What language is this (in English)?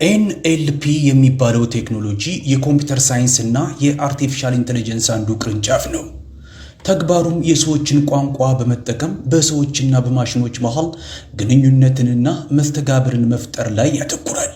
Amharic